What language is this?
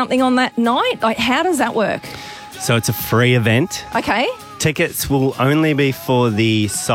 English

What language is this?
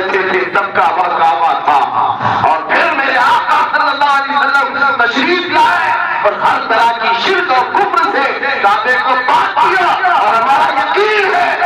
Urdu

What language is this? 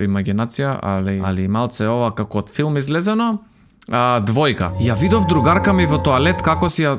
Macedonian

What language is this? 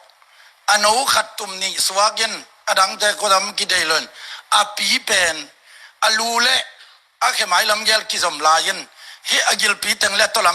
Tedim Chin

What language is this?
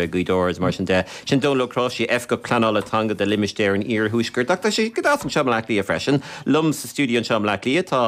Irish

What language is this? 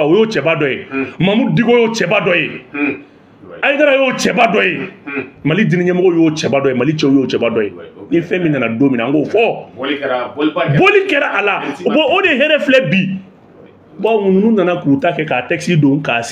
Bambara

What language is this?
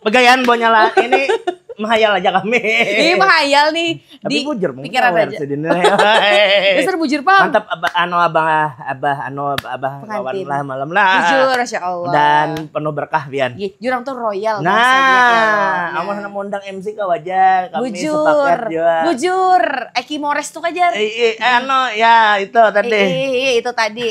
Banjar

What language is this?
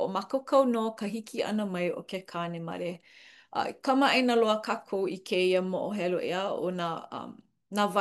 Hawaiian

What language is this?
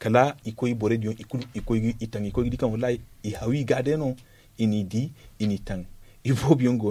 Zarma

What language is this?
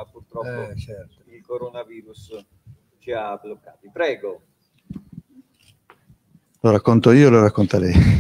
Italian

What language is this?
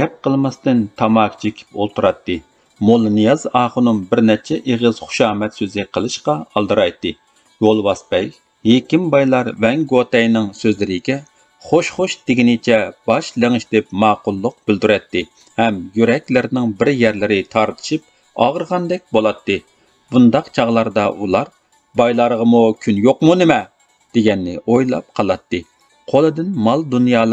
Uyghur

